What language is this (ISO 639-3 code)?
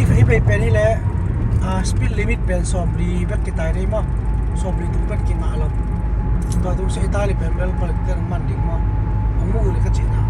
ctd